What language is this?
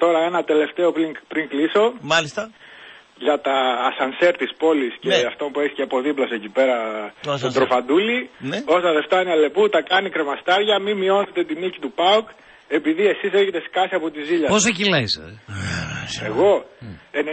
Greek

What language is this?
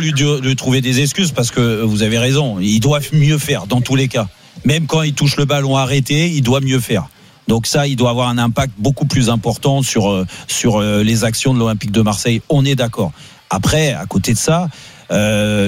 French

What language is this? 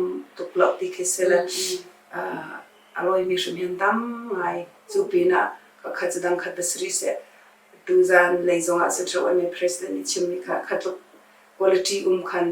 Hakha Chin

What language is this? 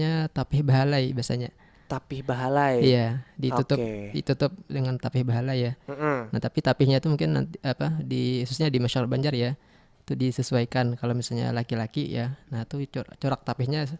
Banjar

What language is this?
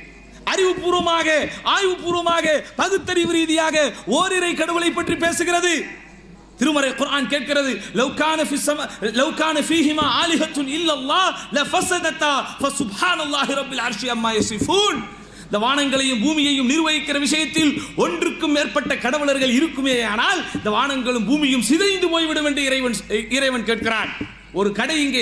Tamil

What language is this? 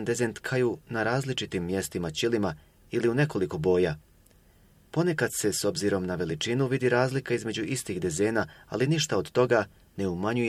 Bosnian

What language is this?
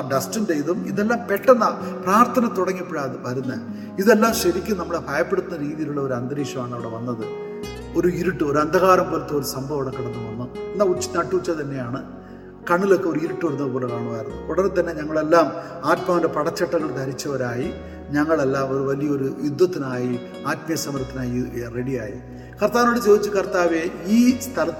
Malayalam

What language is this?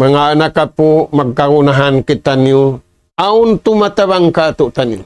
Tausug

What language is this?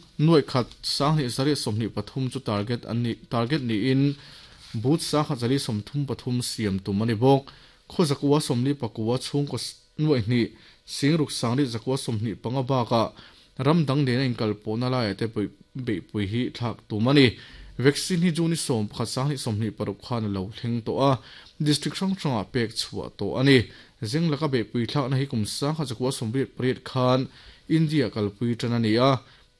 Mizo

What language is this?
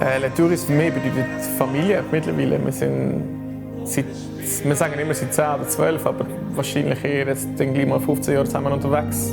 Swiss German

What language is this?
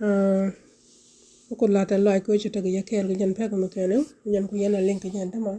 Nuer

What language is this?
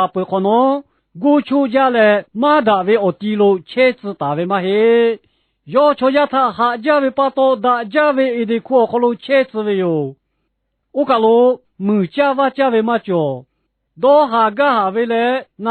Lahu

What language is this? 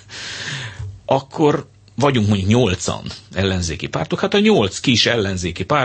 Hungarian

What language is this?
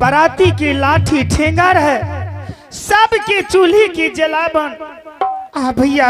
Angika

